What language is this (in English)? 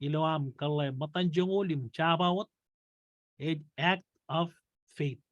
Marshallese